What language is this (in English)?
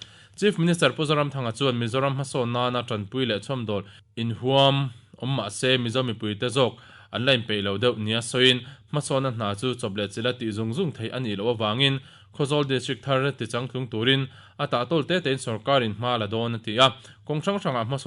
Mizo